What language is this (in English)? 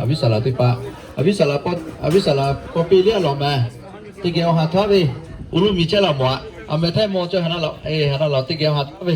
Lahu